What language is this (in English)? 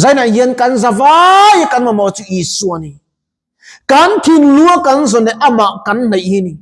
Mizo